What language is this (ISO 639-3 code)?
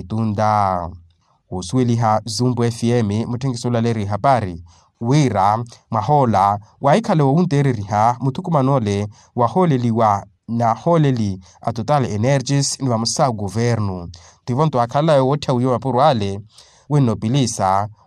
vmw